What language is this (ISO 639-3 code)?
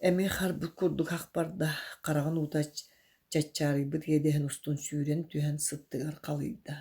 sah